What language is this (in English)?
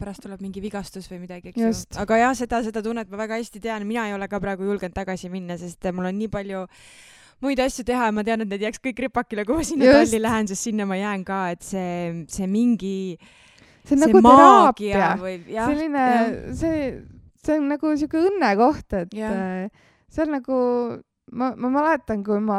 Estonian